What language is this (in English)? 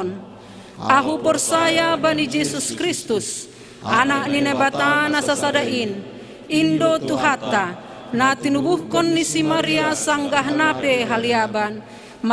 Batak Simalungun